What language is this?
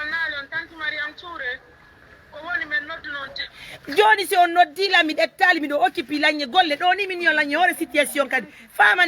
Pular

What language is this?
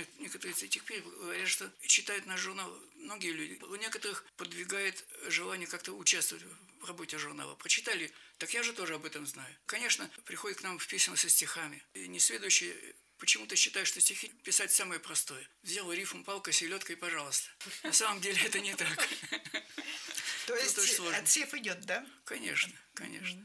Russian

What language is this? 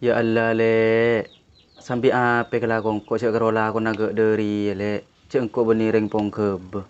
Madurese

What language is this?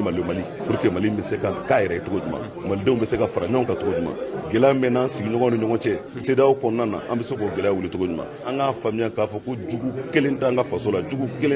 Bambara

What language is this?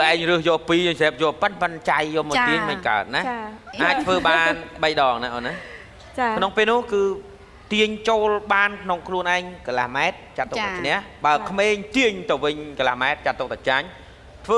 Khmer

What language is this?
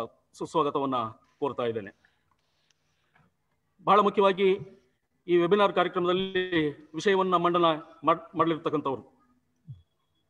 Kannada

